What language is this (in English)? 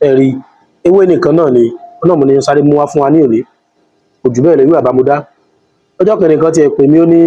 Yoruba